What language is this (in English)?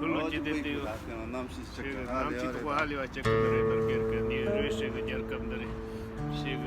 Tibetan